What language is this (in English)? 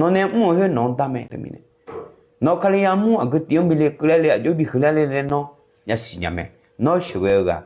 Akha